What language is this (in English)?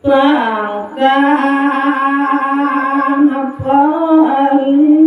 Balinese